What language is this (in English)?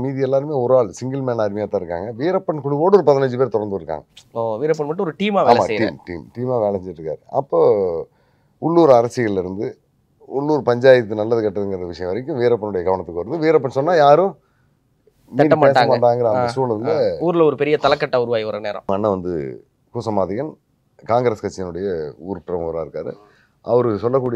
Tamil